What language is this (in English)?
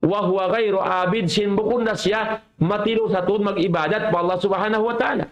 Tausug